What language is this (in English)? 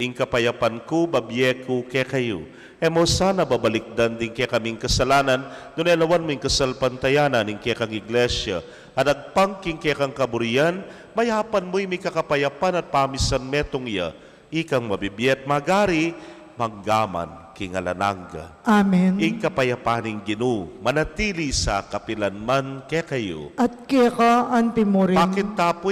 Pampanga